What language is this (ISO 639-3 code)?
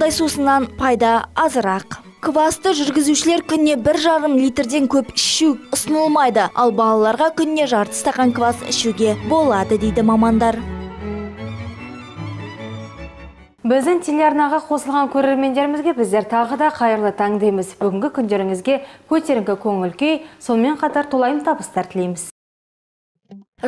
kaz